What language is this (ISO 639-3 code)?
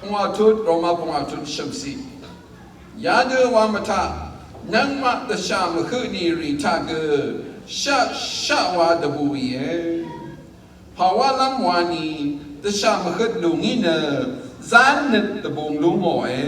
raw